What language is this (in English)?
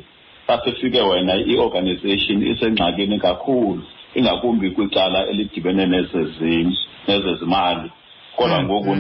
Xhosa